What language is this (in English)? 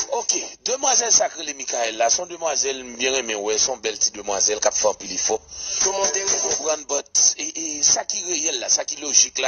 Haitian Creole